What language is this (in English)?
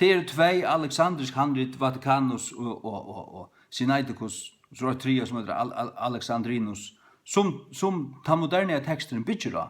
Faroese